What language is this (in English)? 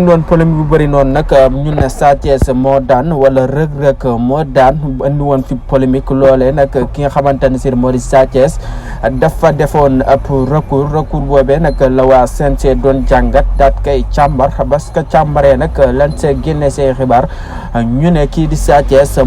Wolof